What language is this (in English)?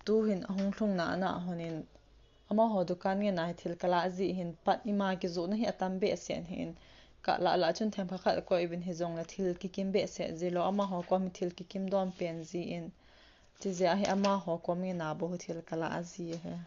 Thado Chin